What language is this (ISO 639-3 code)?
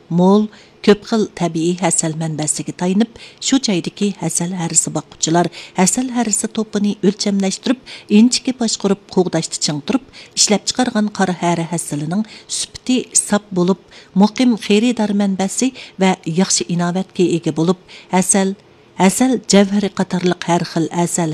uig